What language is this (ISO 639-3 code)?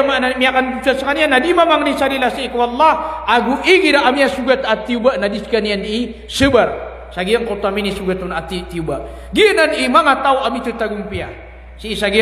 mrw